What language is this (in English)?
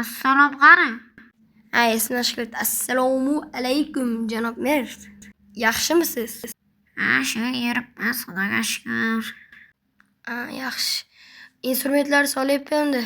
Uzbek